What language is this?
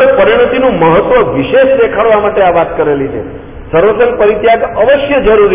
Gujarati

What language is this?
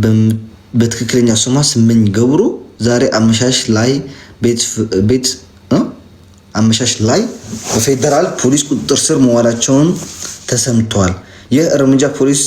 Amharic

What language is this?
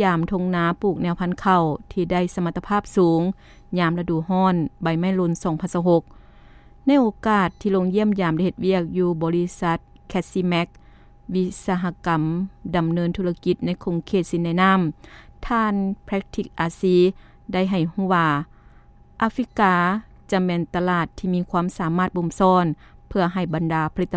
Lao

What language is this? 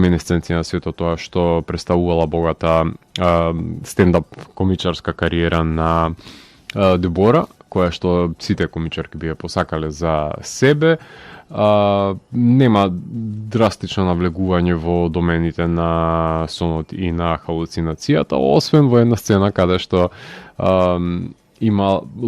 Macedonian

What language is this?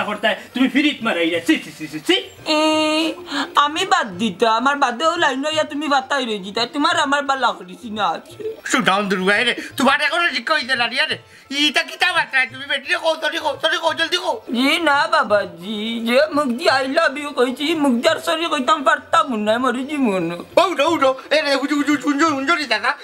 Sylheti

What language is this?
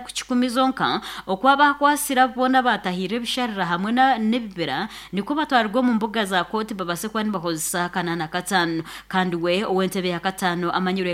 Nyankole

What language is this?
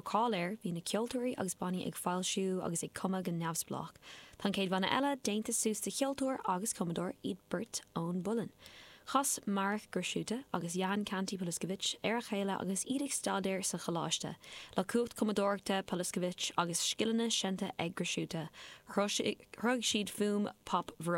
Irish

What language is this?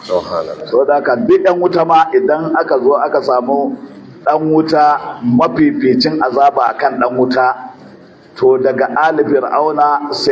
Hausa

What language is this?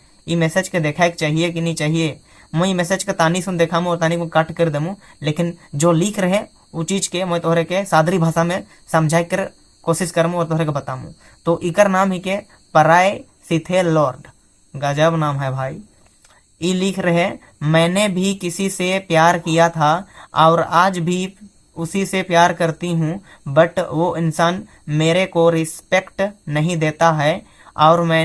Sadri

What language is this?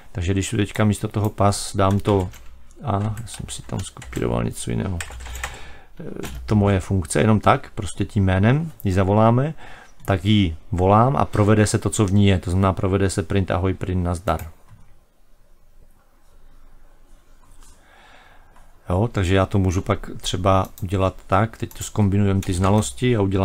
Czech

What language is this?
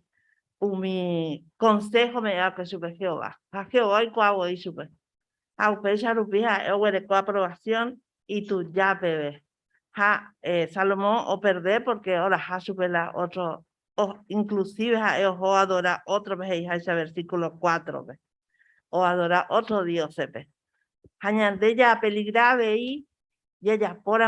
Guarani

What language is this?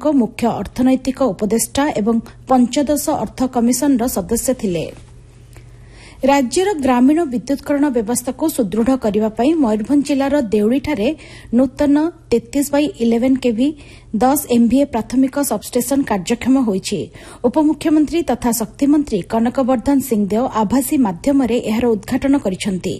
Odia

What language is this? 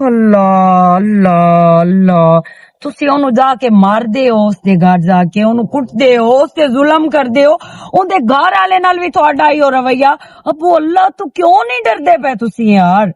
Western Panjabi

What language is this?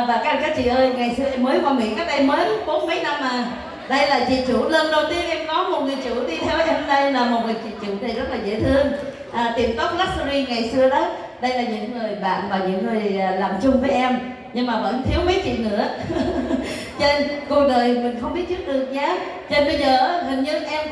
Vietnamese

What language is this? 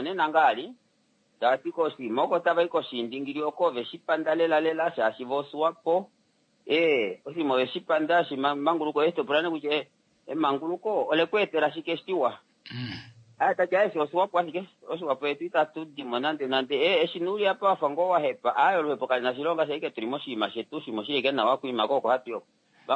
Kuanyama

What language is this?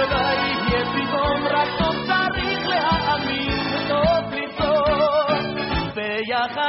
Hebrew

